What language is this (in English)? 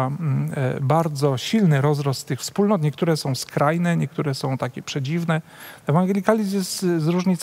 Polish